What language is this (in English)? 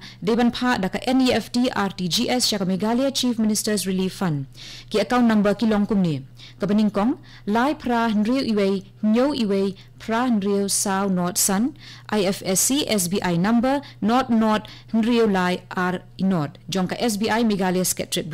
Khasi